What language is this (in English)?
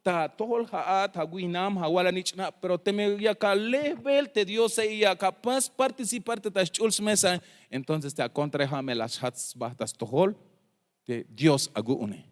Tzeltal